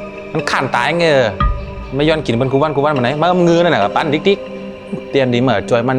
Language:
Shan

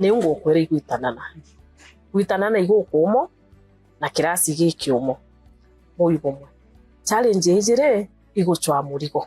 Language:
Meru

